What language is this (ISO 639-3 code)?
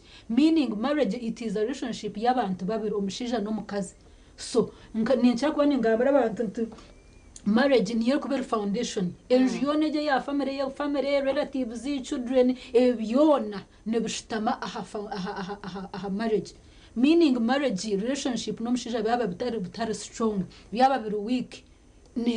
nyn